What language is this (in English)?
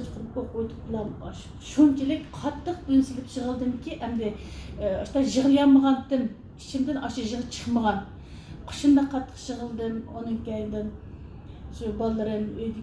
Uyghur